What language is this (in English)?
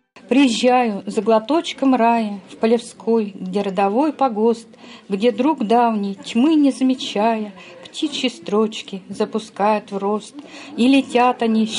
Russian